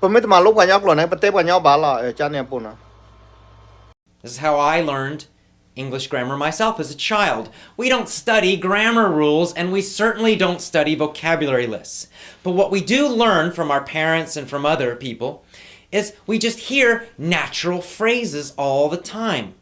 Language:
S'gaw Karen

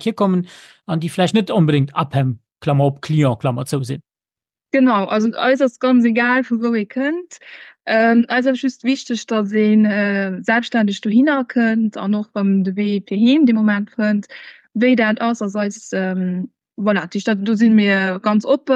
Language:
Luxembourgish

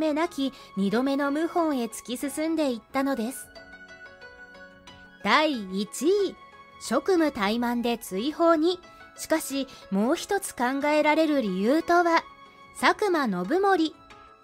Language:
Japanese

